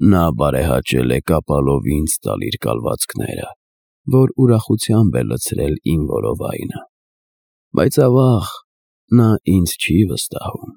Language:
Armenian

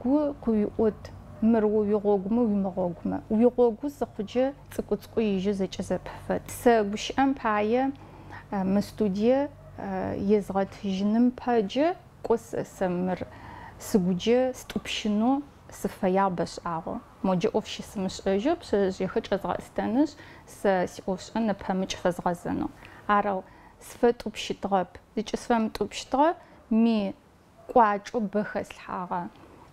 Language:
Adyghe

